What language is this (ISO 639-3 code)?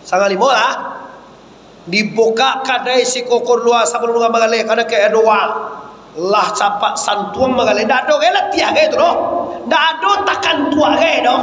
min